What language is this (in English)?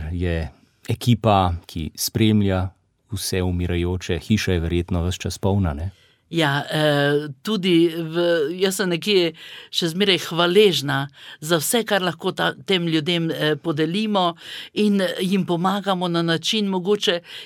Slovenian